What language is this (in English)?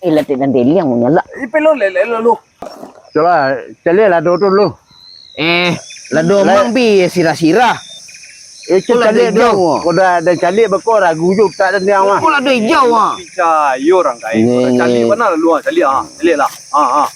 Minangkabau